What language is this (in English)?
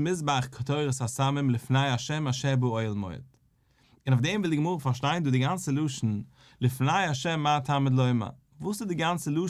Yiddish